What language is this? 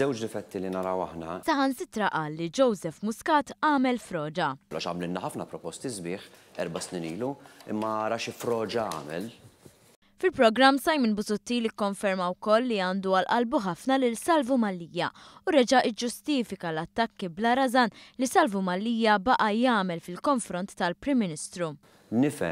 Maltese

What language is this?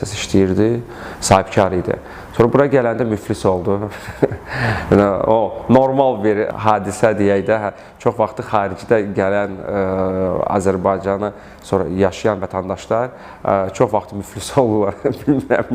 Azerbaijani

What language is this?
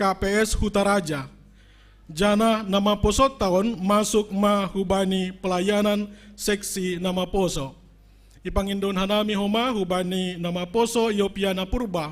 Batak Simalungun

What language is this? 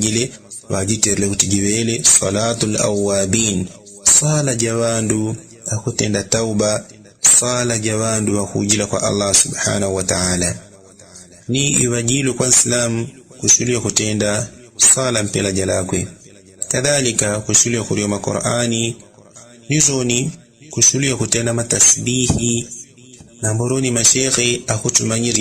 Yao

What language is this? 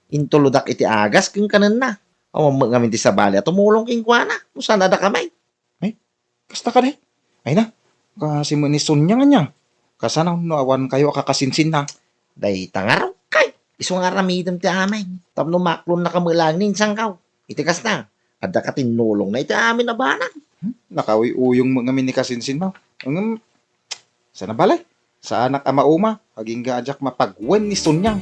Iloko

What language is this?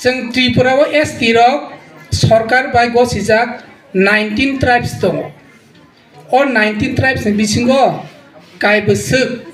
Kok Borok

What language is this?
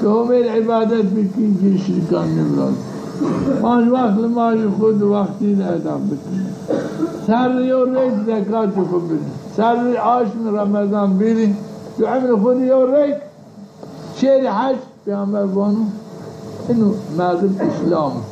Zaza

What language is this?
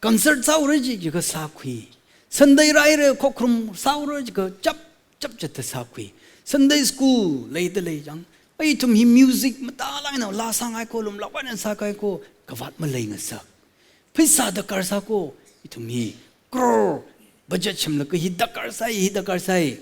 Tangkhul Naga (India)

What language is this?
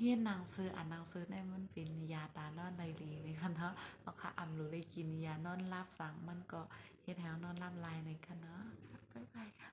Shan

